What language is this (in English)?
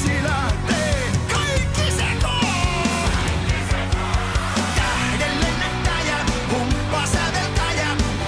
Finnish